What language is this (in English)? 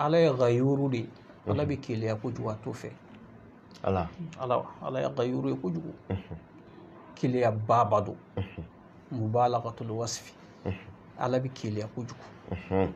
Bambara